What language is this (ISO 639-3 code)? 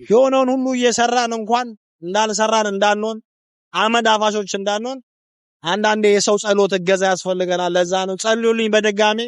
amh